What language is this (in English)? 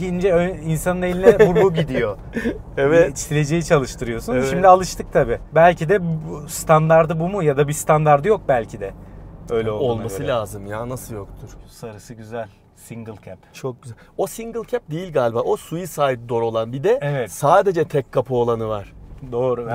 Turkish